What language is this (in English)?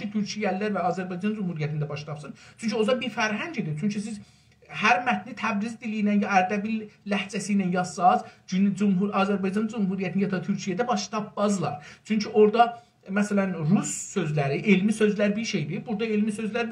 South Azerbaijani